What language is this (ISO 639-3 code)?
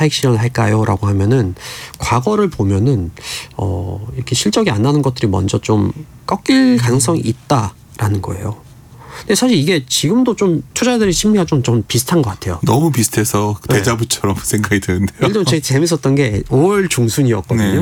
kor